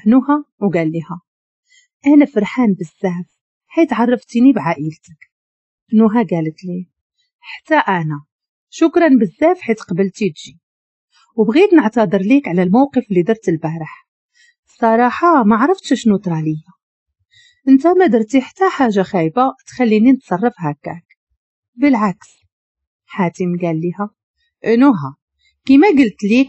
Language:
Moroccan Arabic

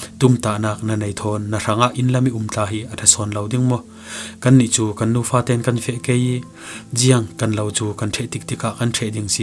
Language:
Falam Chin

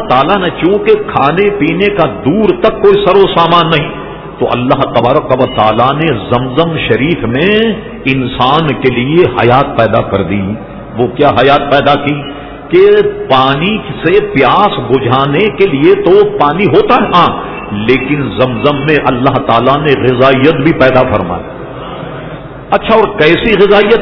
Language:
Urdu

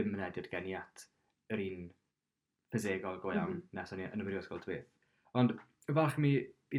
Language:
Welsh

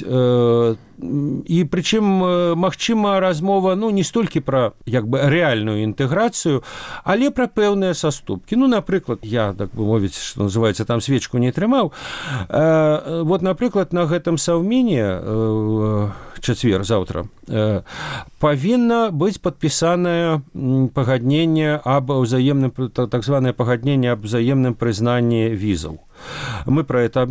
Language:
Belarusian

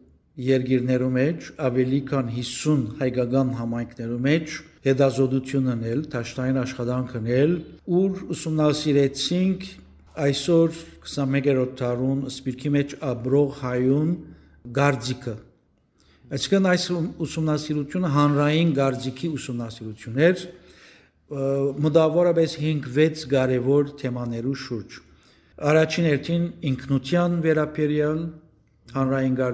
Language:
Western Armenian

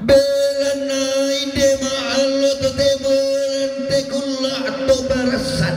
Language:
Toraja-Sa'dan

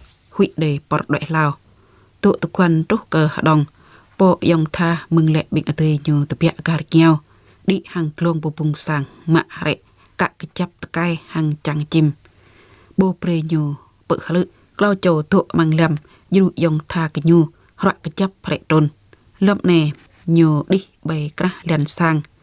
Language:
Jarai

